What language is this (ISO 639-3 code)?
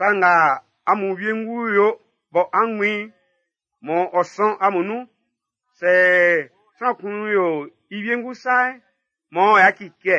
bci